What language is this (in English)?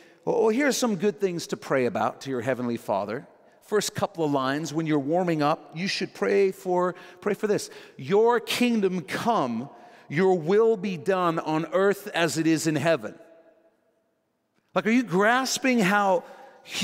English